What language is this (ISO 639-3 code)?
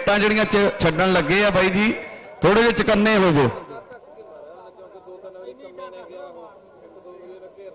pan